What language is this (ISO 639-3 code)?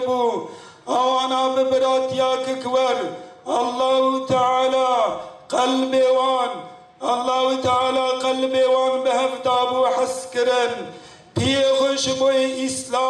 kur